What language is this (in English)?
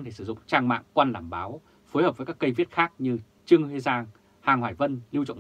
Vietnamese